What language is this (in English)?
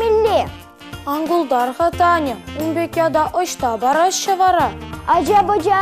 Chuvash